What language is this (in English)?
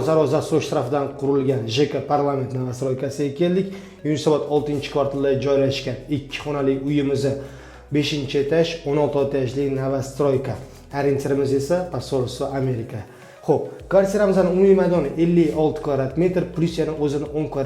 Uzbek